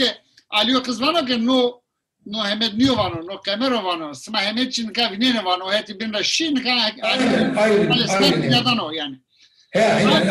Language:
Zaza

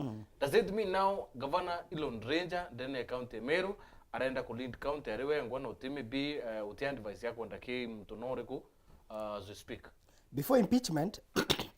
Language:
Meru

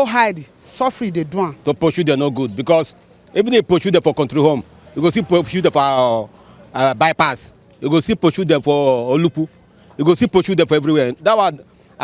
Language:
Nigerian Pidgin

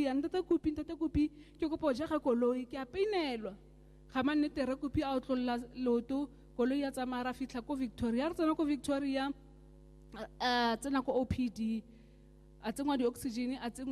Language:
Tswana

